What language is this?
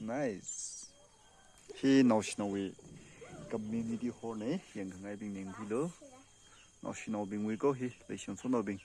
Tangkhul Naga (India)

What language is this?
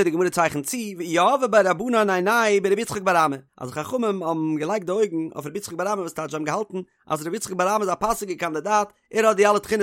Yiddish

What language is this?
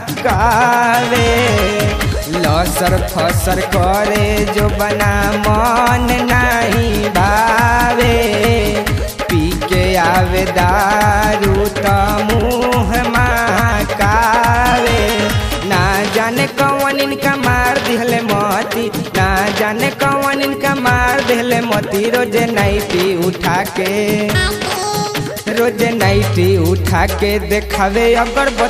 Bhojpuri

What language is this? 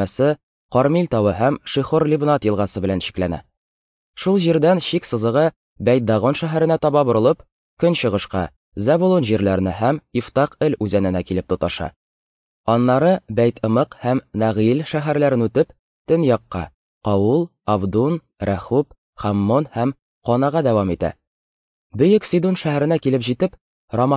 Tatar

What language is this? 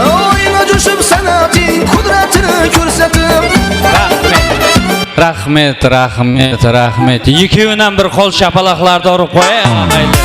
Kara-Kalpak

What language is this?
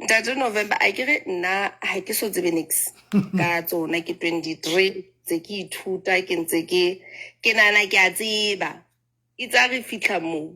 Southern Sotho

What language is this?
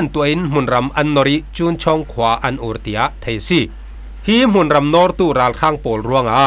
Falam Chin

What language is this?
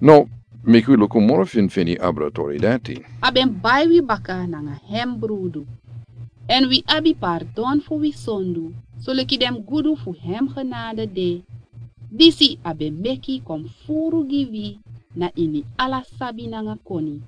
Sranan Tongo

